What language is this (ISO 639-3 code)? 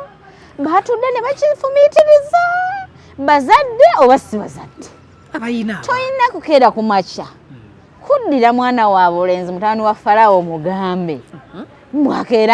lug